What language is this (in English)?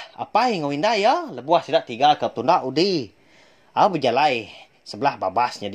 Iban